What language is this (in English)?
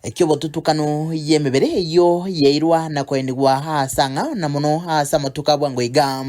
Gusii